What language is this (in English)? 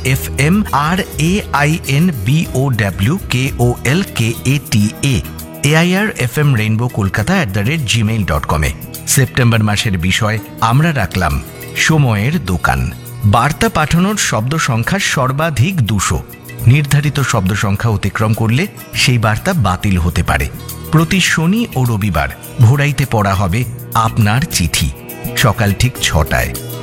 Bangla